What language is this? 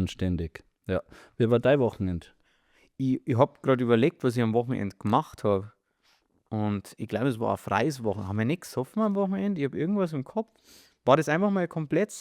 Bavarian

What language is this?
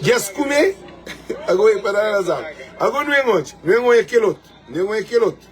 Kabuverdianu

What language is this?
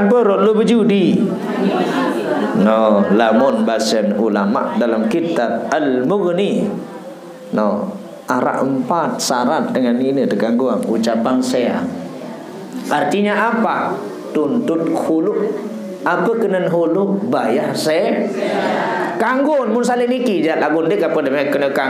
Sasak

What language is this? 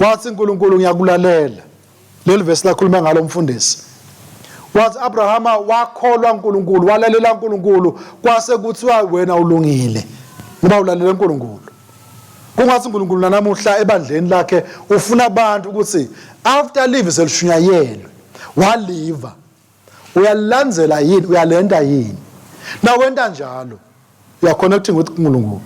Swati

